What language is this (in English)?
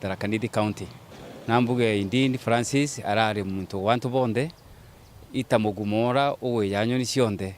Meru